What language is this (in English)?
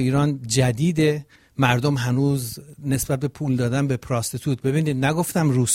Persian